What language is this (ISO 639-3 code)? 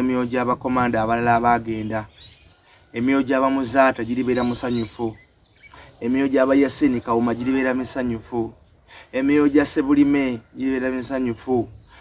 lug